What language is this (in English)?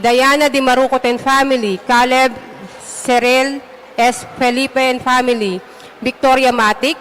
Pampanga